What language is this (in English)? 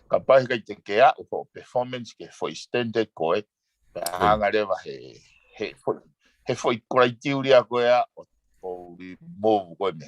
Tongan